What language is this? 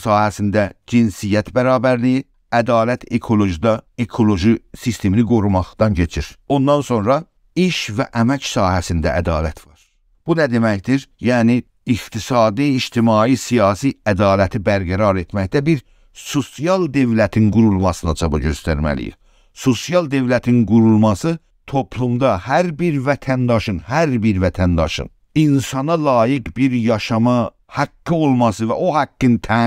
South Azerbaijani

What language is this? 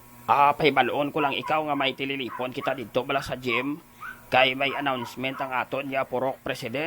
Hiligaynon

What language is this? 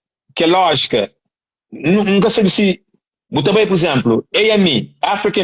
Kabuverdianu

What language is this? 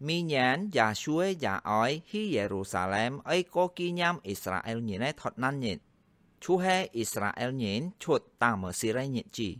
Hakka Chinese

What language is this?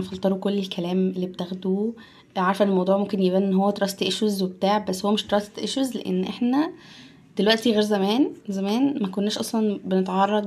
Egyptian Arabic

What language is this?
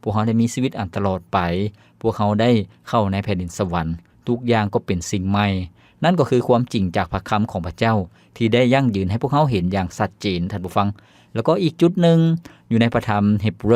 Lao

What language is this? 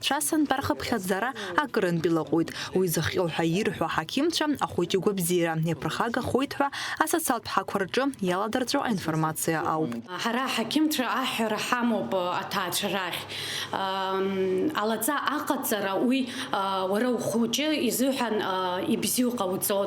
Abkhazian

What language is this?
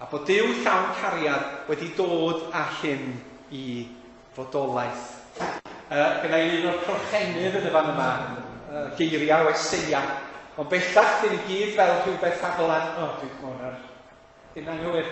Welsh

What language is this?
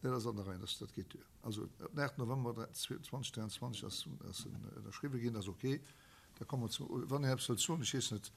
Luxembourgish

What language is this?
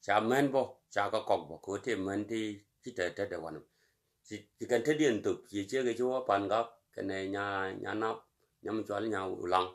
Nuer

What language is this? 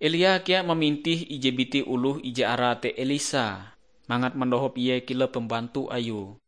Ngaju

